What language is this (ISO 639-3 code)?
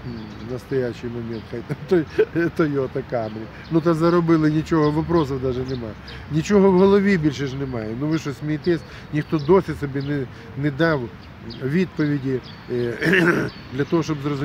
ukr